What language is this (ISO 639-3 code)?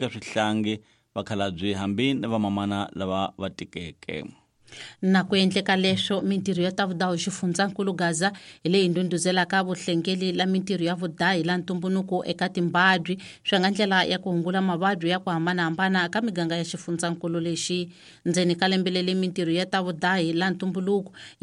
tso